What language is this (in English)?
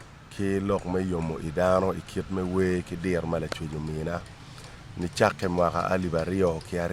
Acoli